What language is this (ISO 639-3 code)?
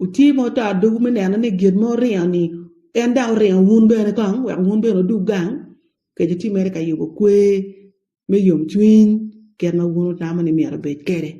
ach